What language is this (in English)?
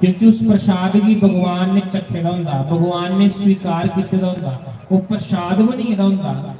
Dogri